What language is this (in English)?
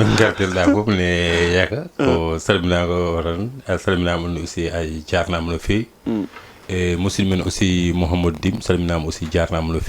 Fula